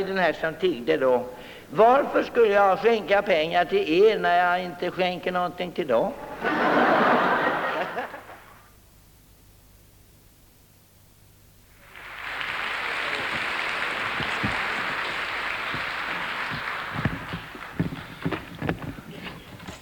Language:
Swedish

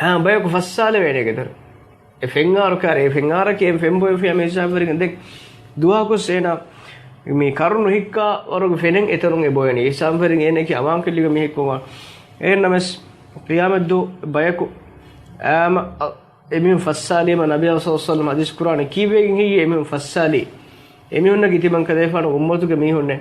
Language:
Divehi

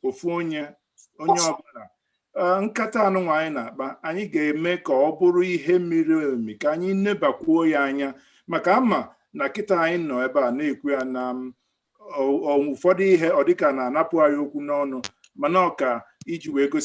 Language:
Igbo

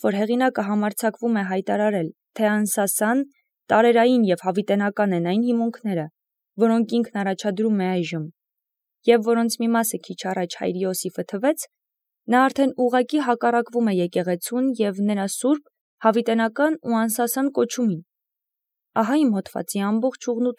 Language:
Armenian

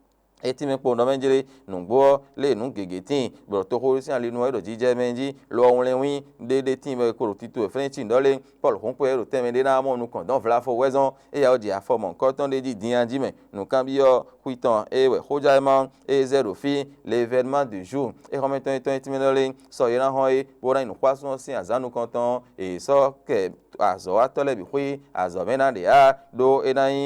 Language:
Fon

